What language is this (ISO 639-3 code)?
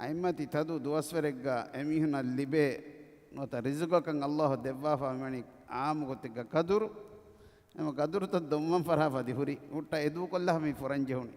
div